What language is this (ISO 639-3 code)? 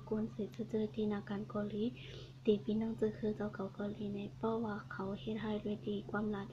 shn